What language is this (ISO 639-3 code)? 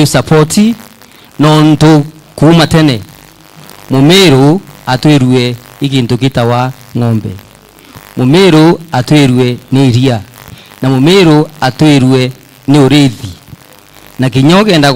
mer